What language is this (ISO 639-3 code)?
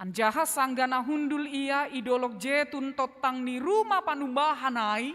bts